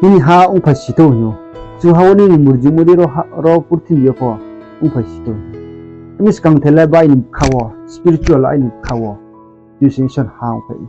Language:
Riang (India)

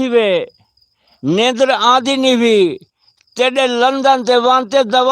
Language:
Saraiki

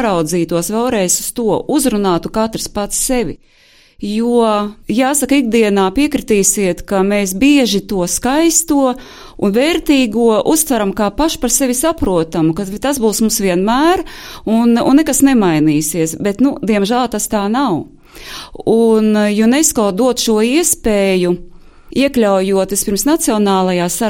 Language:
Latvian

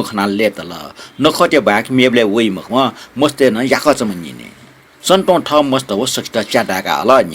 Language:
Newari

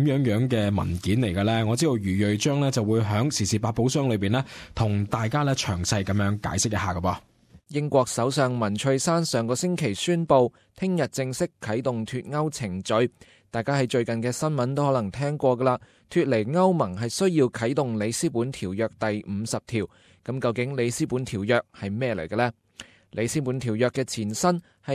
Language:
Cantonese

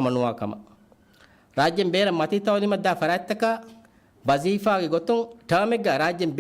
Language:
Divehi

